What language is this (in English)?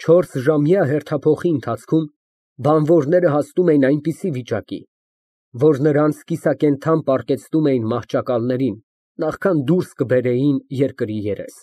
Armenian